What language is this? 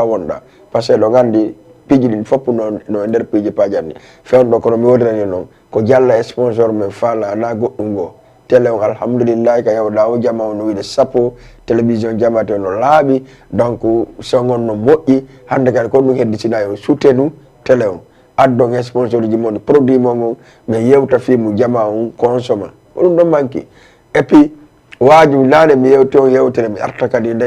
Fula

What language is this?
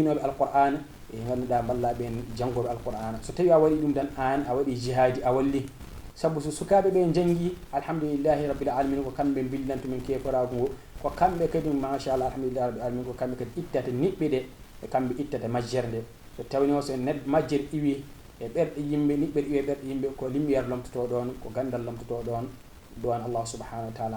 Fula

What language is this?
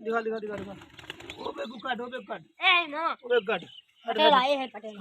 Saraiki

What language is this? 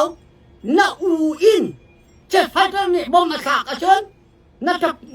Hakha Chin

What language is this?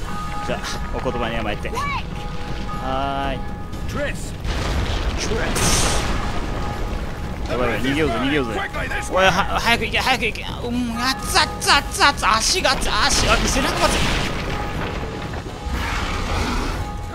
Japanese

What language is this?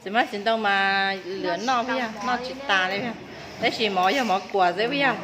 Hmong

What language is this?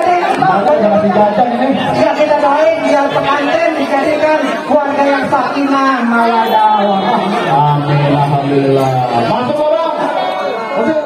Betawi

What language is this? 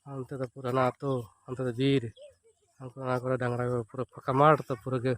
Santali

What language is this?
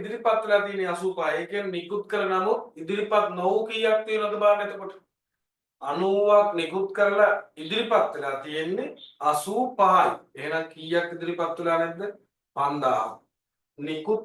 Sinhala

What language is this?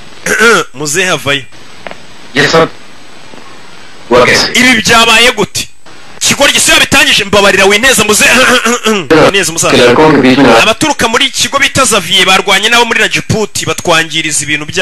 Kinyarwanda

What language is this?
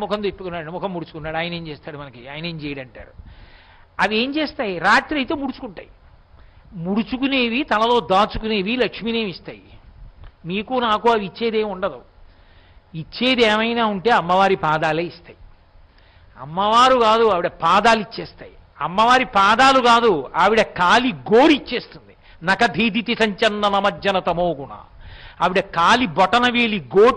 Telugu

